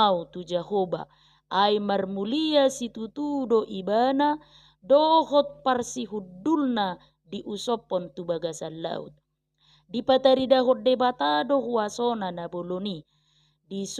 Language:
Batak Toba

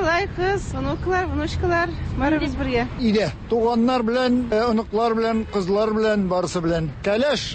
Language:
Tatar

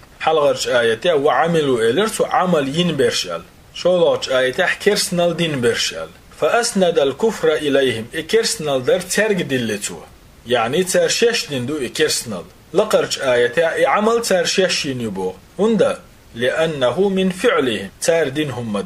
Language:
Chechen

